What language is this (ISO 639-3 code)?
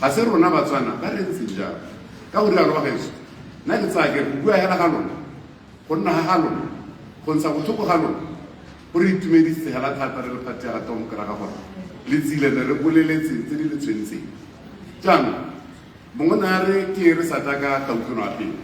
tsn